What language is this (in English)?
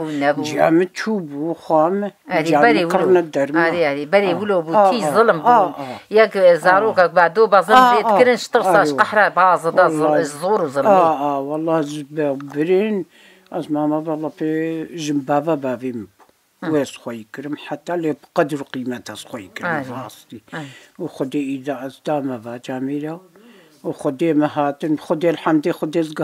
Kurdish